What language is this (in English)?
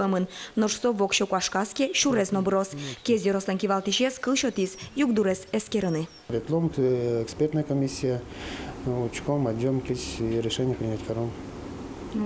Udmurt